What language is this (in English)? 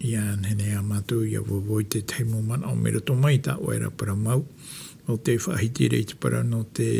Tahitian